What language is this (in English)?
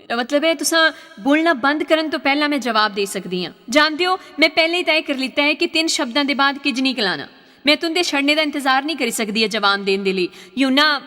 Dogri